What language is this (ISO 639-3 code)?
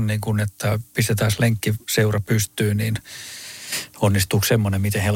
fin